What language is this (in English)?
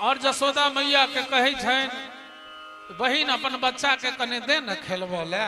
Maithili